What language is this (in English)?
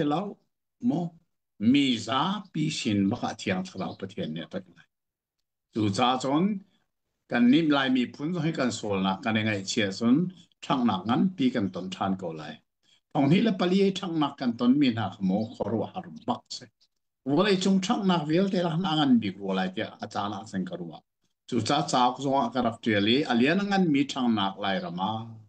Hakha Chin